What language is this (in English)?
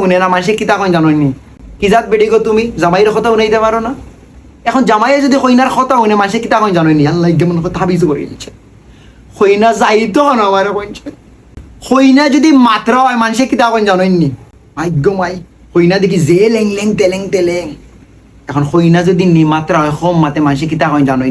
Sylheti